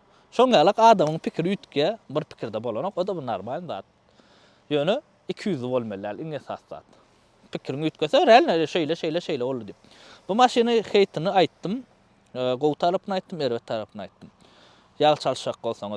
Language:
Turkmen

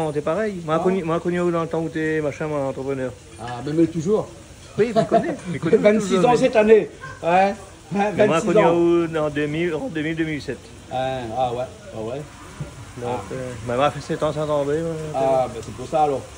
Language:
Réunion Creole French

